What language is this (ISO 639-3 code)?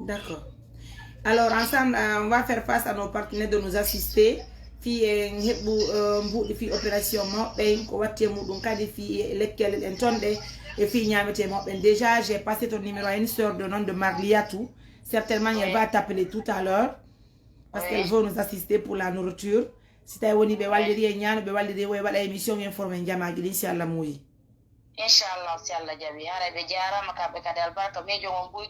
ful